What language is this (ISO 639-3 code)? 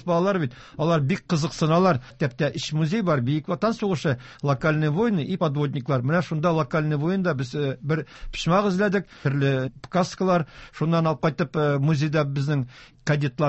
tat